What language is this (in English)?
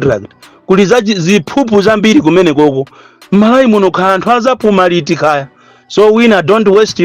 Nyanja